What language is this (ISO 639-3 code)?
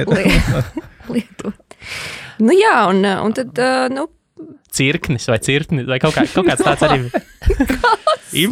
lav